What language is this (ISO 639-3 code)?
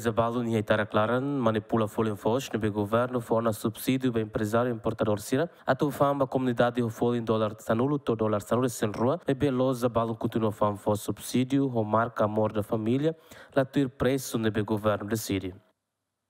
tet